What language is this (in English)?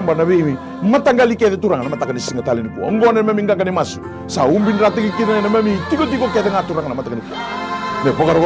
Fijian